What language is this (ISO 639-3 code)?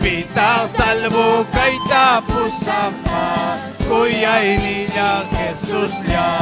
quy